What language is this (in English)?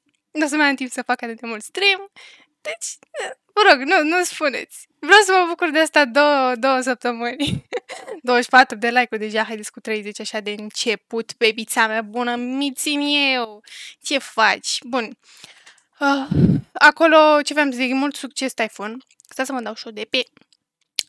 Romanian